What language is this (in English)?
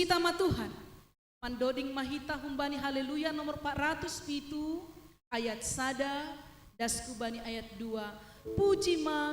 Batak Simalungun